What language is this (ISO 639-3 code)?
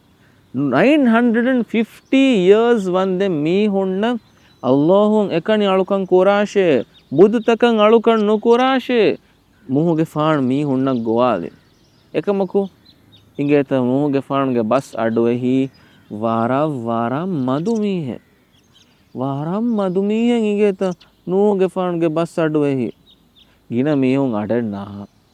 div